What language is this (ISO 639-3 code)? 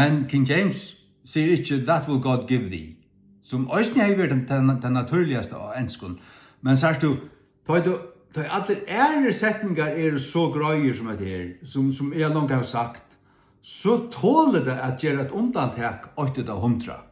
fao